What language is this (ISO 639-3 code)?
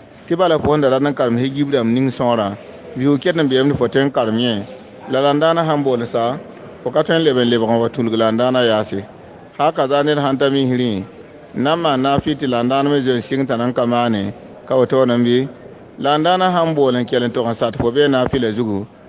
mos